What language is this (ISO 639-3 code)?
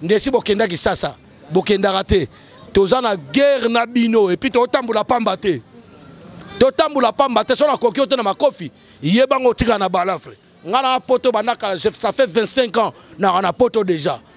lin